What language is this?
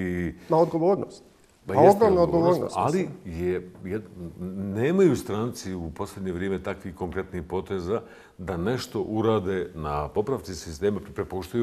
Bosnian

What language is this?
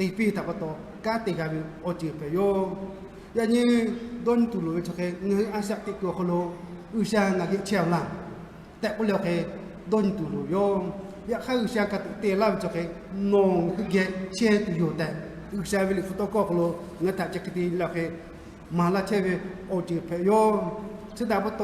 Lahu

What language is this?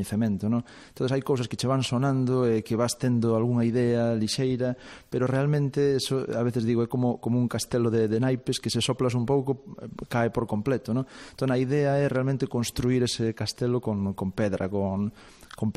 Galician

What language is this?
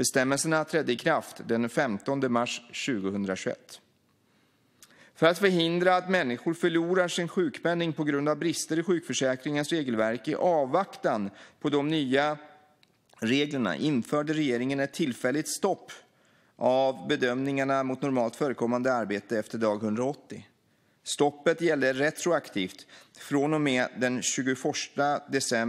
Swedish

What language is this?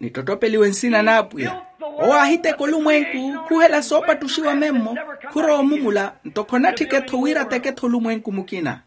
Makhuwa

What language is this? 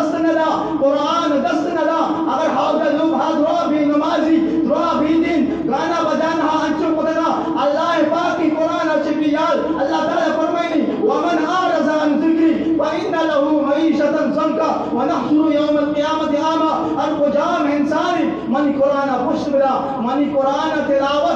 Baluchi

